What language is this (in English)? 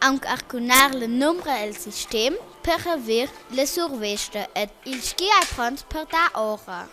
Romansh